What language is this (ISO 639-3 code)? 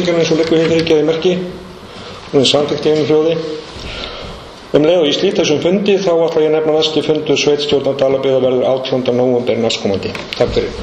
isl